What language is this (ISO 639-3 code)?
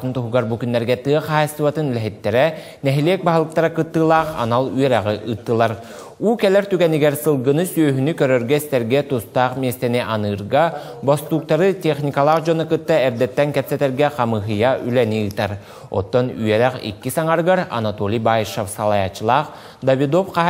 sah